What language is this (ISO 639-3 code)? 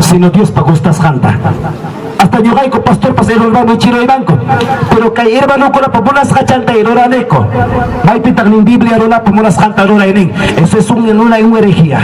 quy